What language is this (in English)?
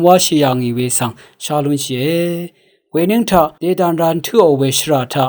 Rawang